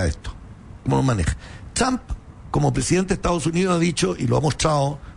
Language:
Spanish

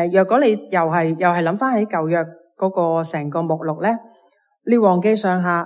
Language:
Cantonese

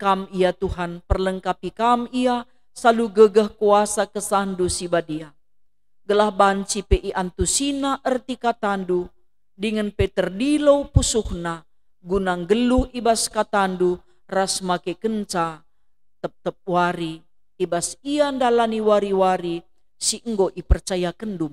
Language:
Batak Karo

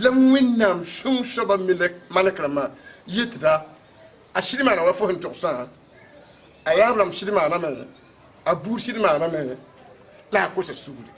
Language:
Mossi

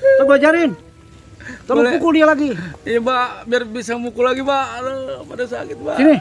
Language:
Betawi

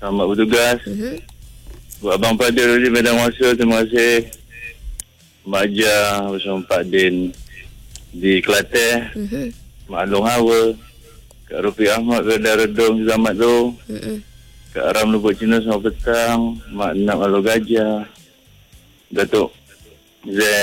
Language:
Malay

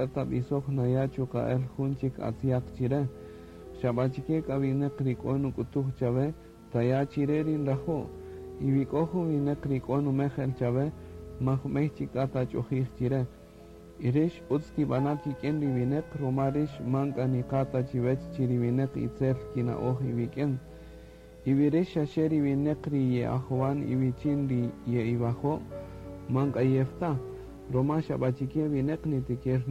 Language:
Kaqchikel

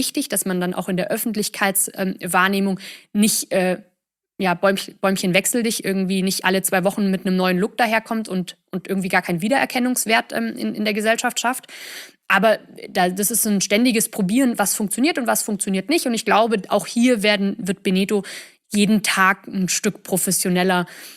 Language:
German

